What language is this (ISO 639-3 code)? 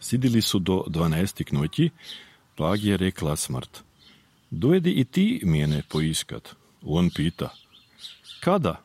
srp